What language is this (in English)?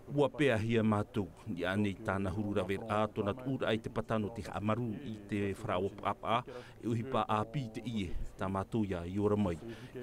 Tahitian